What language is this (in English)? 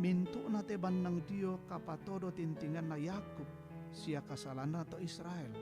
Toraja-Sa'dan